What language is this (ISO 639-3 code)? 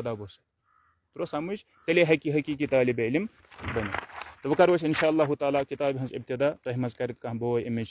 kas